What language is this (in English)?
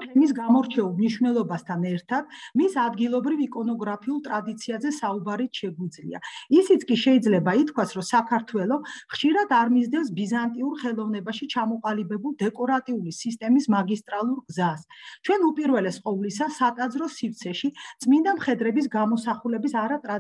Georgian